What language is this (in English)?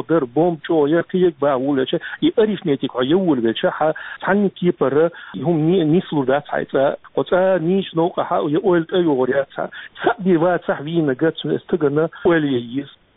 Chechen